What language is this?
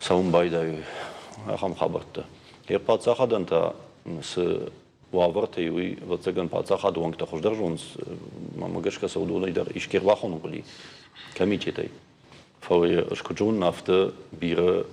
Ossetic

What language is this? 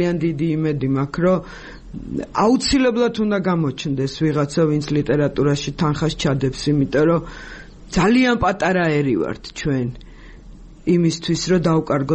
Georgian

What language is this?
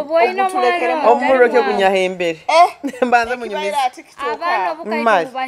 Nyoro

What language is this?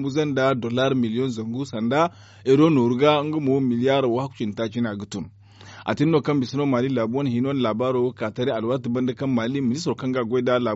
Zarma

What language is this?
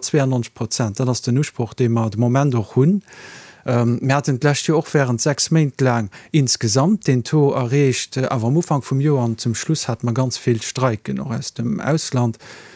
Luxembourgish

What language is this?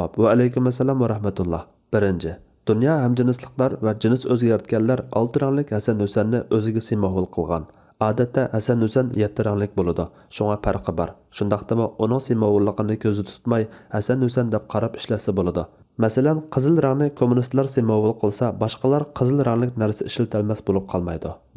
Uyghur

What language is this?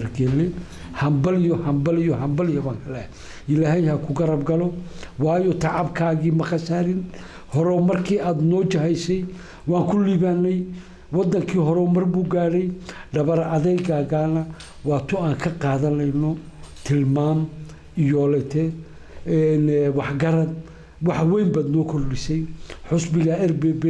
Somali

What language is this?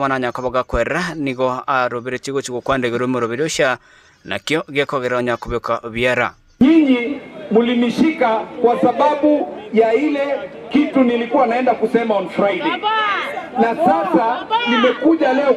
Gusii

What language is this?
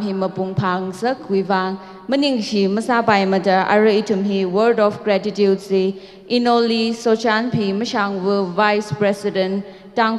Tangkhul Naga (India)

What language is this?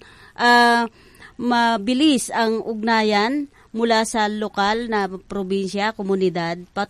Filipino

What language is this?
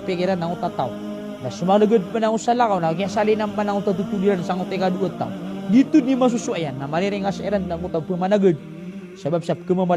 Maranao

